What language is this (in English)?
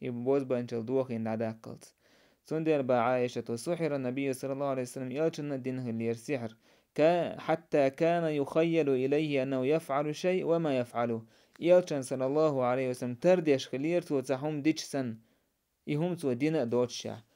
Chechen